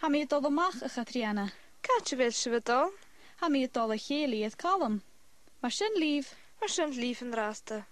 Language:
Scottish Gaelic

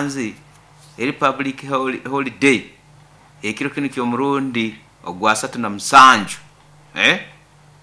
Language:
Nyoro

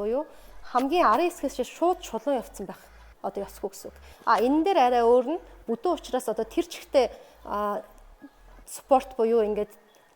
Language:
Mongolian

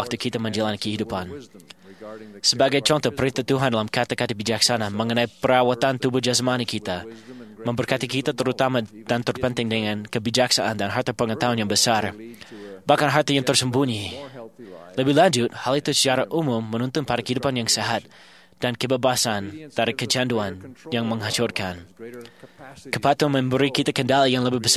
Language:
Indonesian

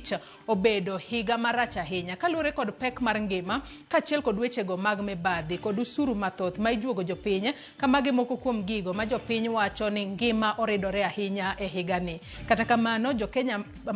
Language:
Luo (Kenya and Tanzania)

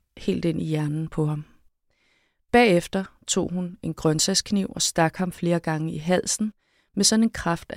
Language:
Danish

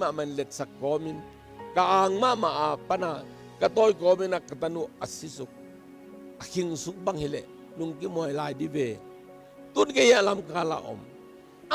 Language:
Tedim Chin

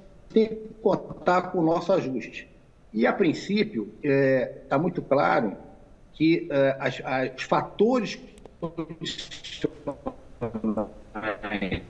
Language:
Portuguese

